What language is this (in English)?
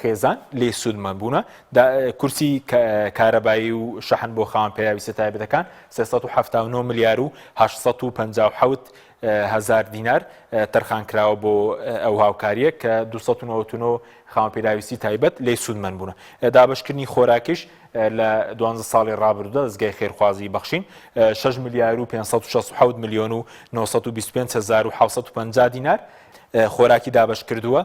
Central Kurdish